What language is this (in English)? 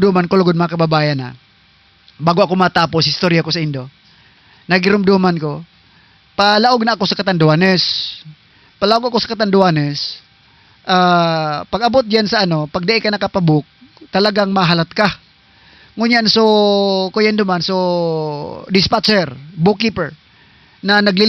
Southern Catanduanes Bikol